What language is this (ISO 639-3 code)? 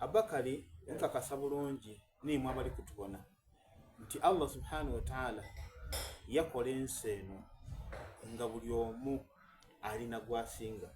xog